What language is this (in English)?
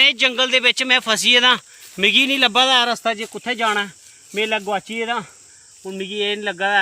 Dogri